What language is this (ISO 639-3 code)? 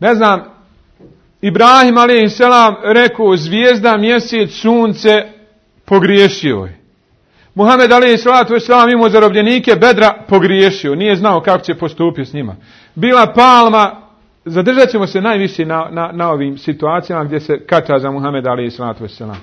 bos